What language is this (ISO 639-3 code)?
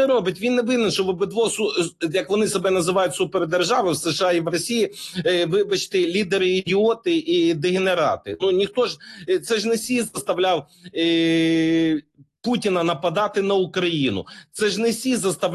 ukr